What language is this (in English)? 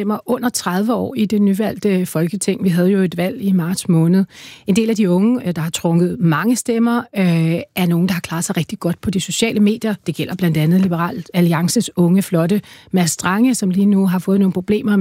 Danish